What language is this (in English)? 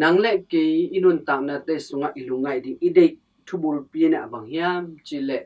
Tedim Chin